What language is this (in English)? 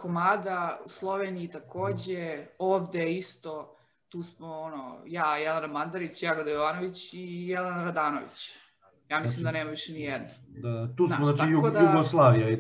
Serbian